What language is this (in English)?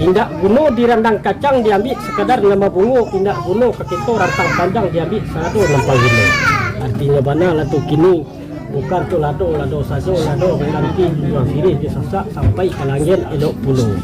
Minangkabau